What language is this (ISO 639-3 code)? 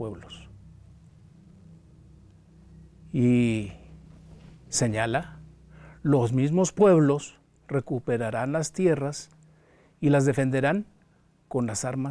spa